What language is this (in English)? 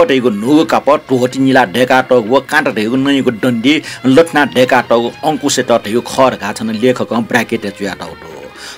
Newari